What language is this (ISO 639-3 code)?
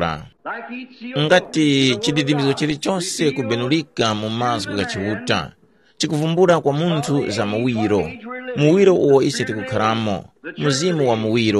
tum